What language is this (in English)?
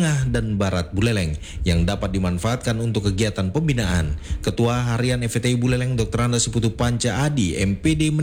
Indonesian